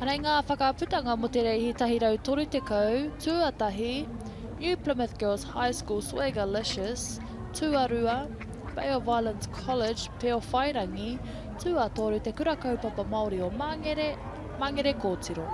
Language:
Māori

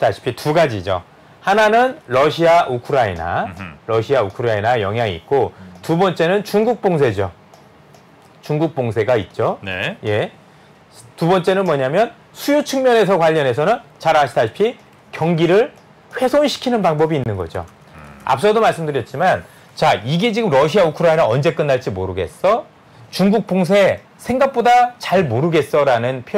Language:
Korean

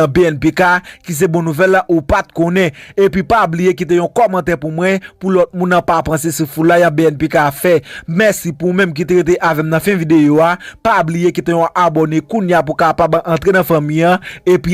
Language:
Haitian Creole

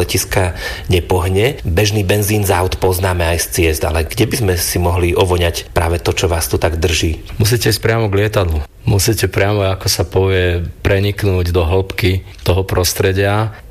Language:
Slovak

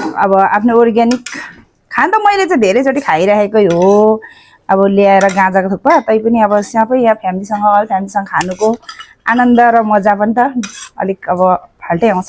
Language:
Nepali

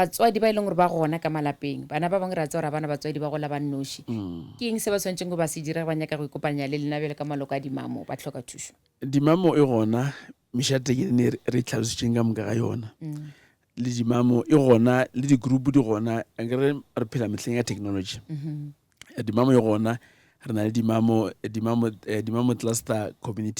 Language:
Northern Sotho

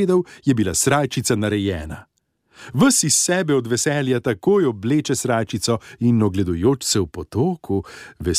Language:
Slovenian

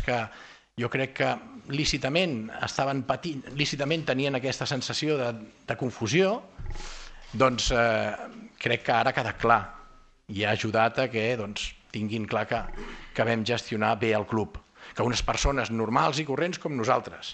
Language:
Catalan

